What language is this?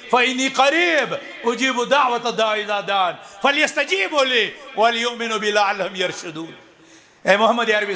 Kashmiri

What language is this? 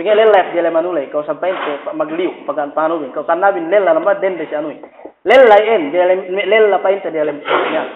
Yakan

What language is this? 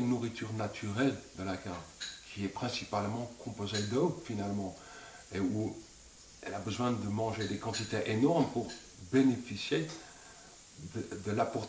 French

